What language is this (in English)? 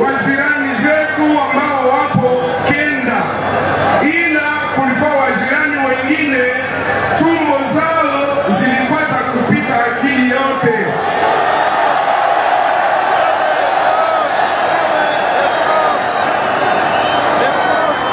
Swahili